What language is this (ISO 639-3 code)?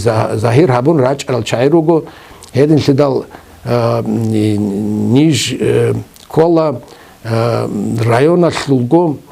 ava